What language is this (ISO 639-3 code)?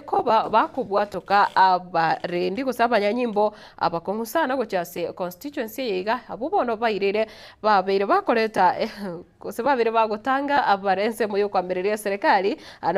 guz